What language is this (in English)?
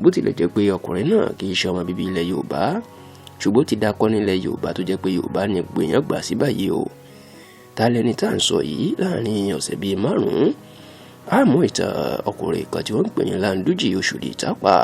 Yoruba